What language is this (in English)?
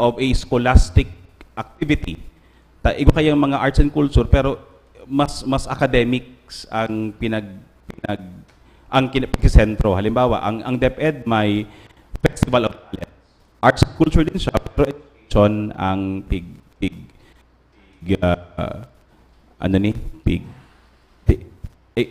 Bikol